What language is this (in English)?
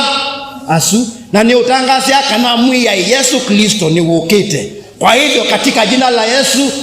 Kamba